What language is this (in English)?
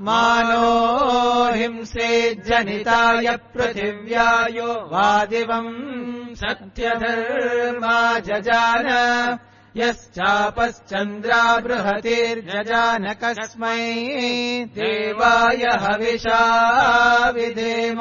Sanskrit